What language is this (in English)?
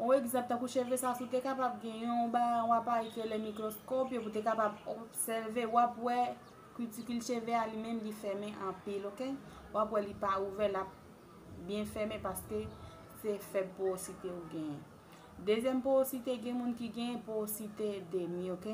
Haitian Creole